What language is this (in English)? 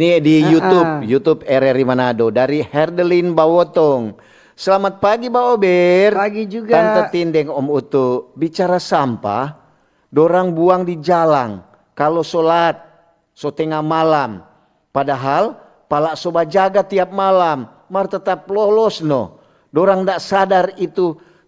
Manado Malay